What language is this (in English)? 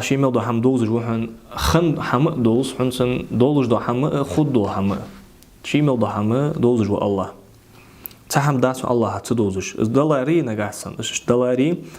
Ingush